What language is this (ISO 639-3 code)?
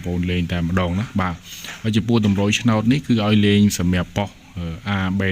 khm